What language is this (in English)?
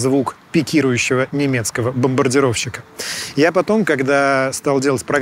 Russian